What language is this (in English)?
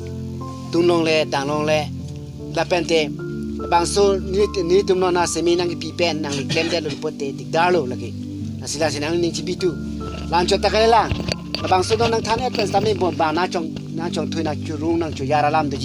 Karbi